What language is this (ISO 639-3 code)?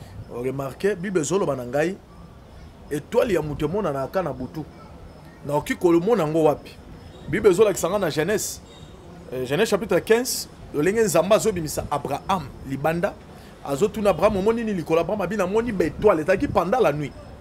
lin